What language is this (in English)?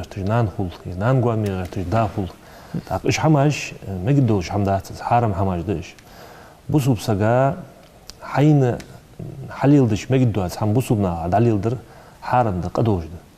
Ingush